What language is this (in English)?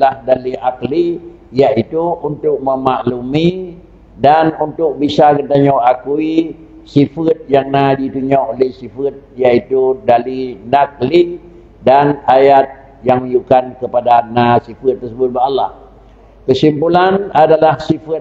Achinese